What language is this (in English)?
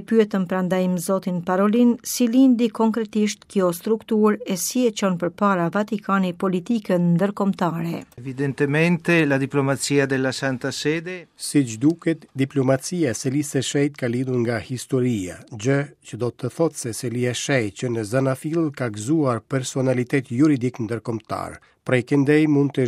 Albanian